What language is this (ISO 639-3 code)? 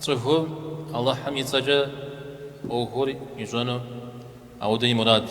kbd